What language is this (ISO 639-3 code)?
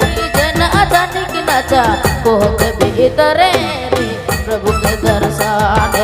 sck